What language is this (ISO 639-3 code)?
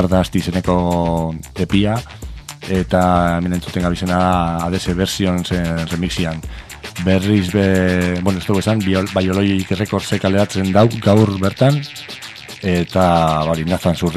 eus